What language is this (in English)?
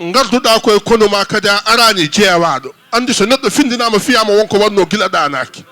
Fula